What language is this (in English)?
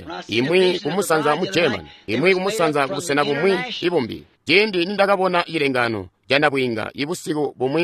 Tonga (Zambia)